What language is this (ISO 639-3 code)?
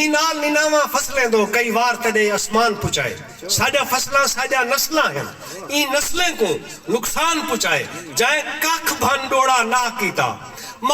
skr